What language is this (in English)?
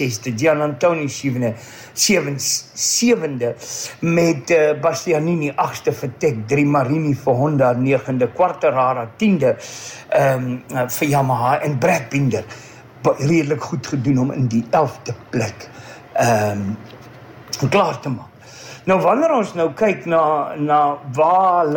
Afrikaans